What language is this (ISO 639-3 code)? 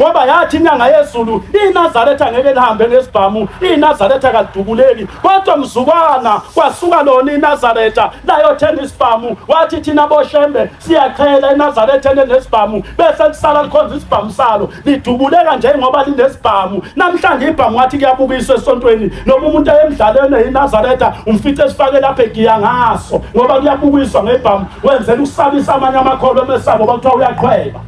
zul